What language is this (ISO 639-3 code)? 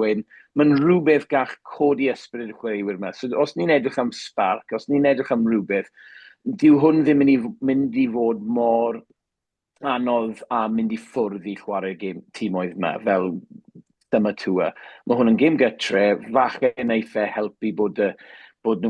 cym